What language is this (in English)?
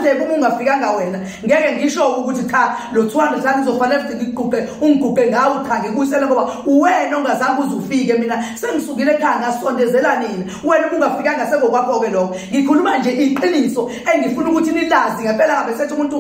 Zulu